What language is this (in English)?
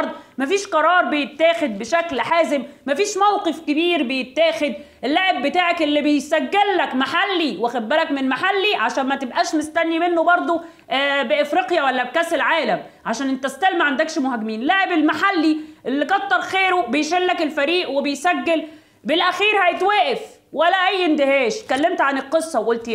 Egyptian Arabic